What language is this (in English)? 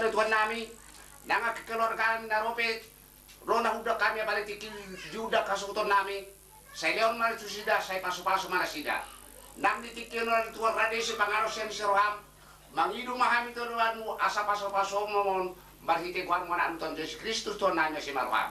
Batak Toba